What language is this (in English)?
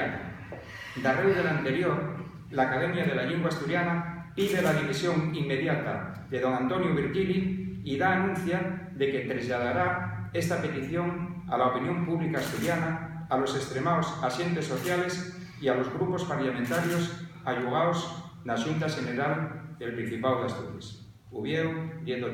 Asturian